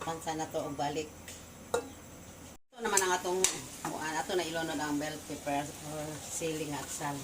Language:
Cebuano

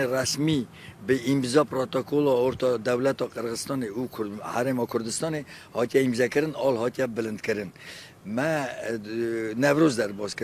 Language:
Kurdish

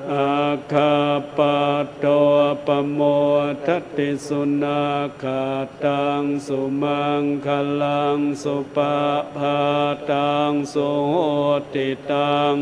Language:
Pali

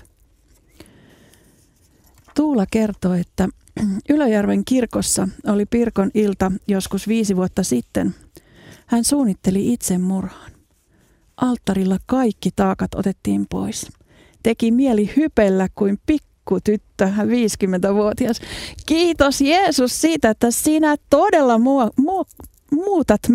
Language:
Finnish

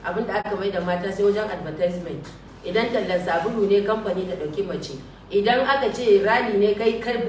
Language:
Hausa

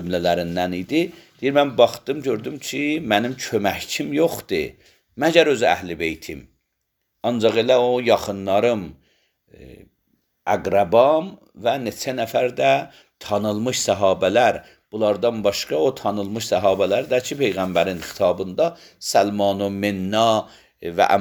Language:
Azerbaijani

